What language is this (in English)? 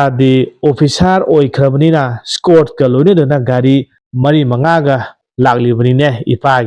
Manipuri